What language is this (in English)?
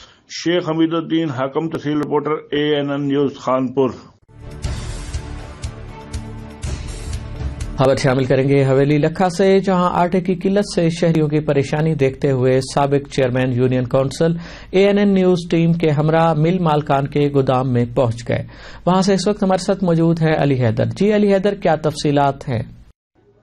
Urdu